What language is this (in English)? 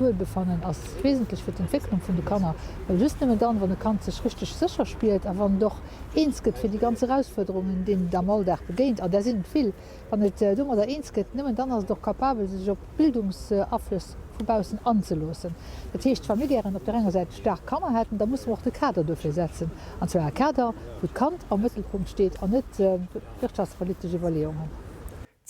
Luxembourgish